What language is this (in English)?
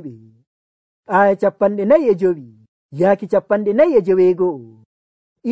Nigerian Fulfulde